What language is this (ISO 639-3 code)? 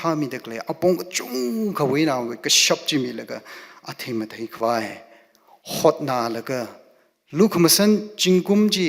nmf